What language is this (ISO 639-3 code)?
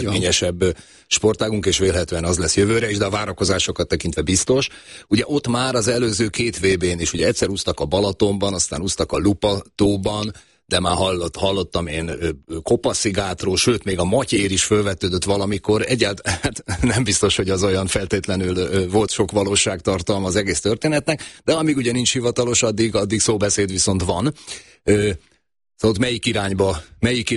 hun